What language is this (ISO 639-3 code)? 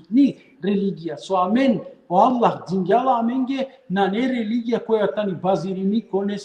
rmn